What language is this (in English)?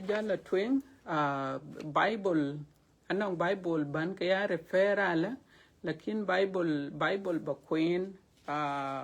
Dinka